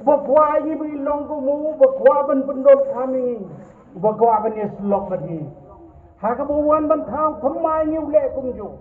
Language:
Khasi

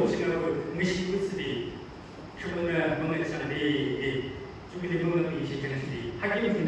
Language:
Yimchungru Naga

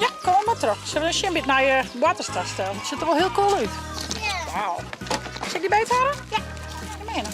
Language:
Western Frisian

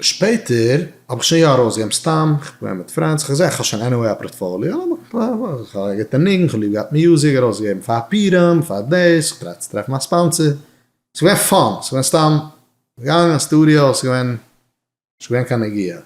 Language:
Yiddish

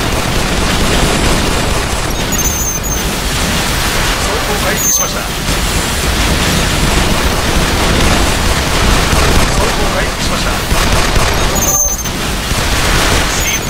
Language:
Japanese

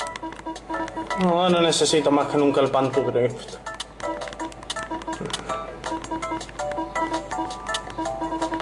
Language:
Spanish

